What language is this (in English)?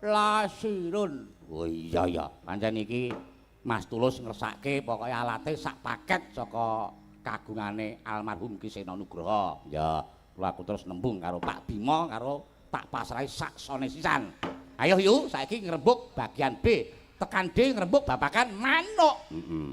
Javanese